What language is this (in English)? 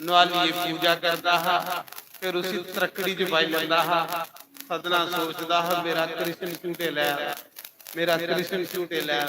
Dogri